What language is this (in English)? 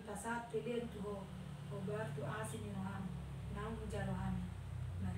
Batak Toba